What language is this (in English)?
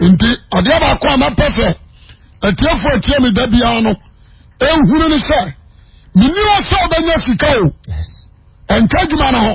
Akan